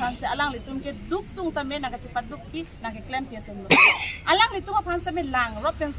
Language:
Karbi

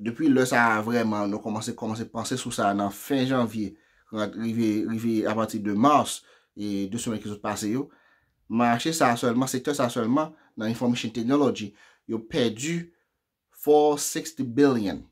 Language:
Haitian Creole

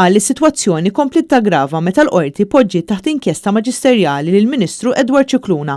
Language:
Maltese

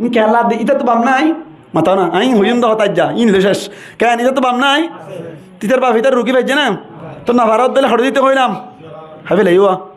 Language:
Rohingya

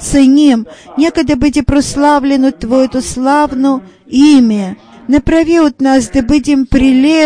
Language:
Bulgarian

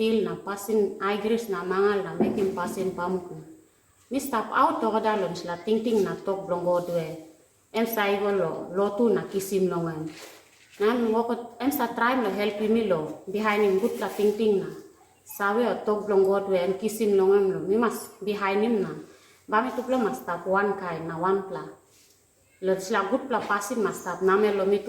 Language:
Tok Pisin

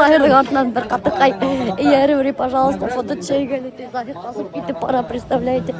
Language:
Bashkir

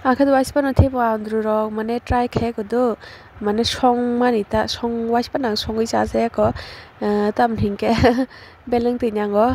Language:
Kok Borok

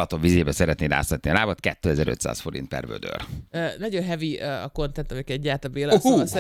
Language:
Hungarian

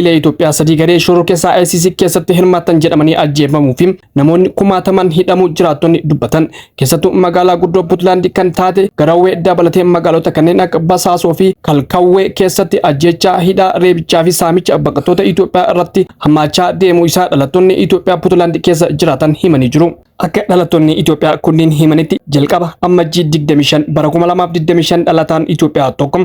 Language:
Oromo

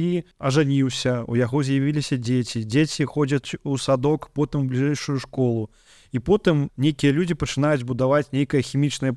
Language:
Belarusian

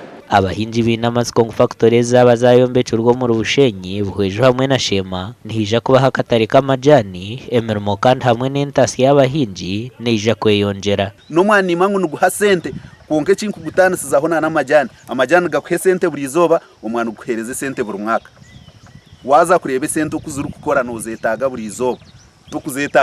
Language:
Nyankole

